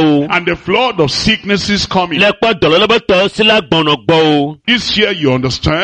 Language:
Ewe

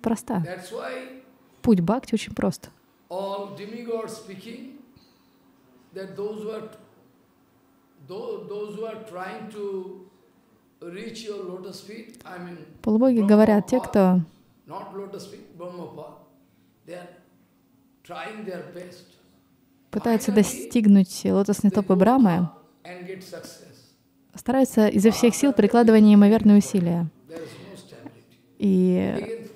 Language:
Russian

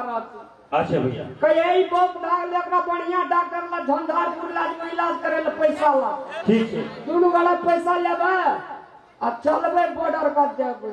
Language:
Maithili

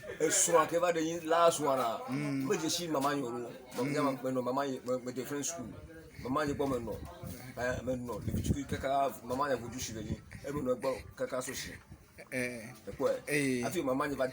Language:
Ewe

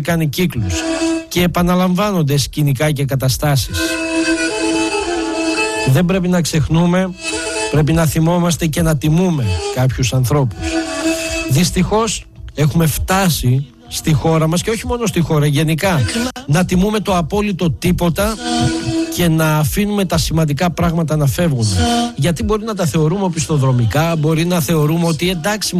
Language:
Greek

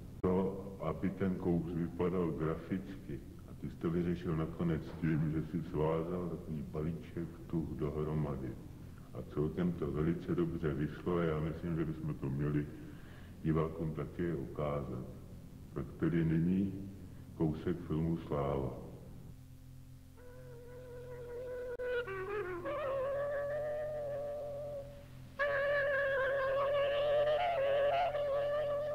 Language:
Czech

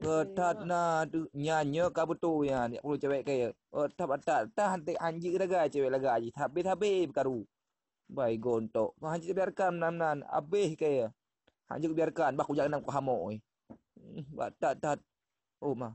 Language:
Achinese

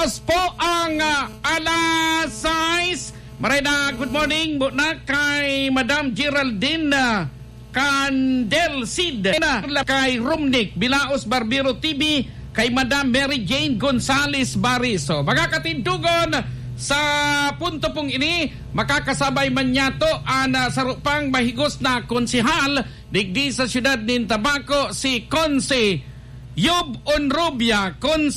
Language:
Bikol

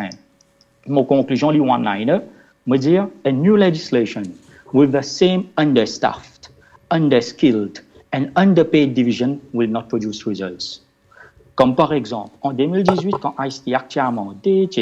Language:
Morisyen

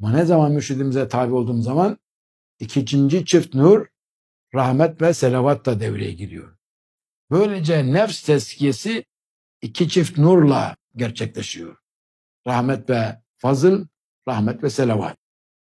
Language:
Turkish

